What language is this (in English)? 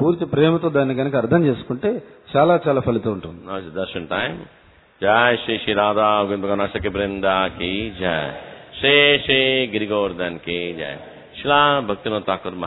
Telugu